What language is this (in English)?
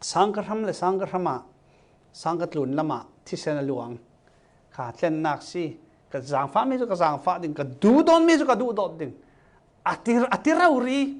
Falam Chin